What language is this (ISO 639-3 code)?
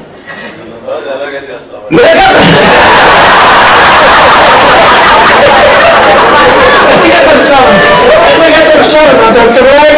heb